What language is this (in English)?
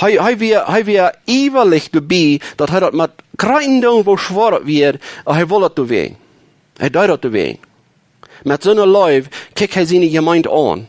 Plautdietsch